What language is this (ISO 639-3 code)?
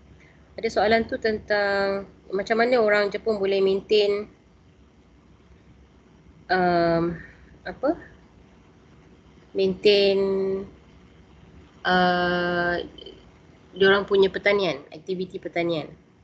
msa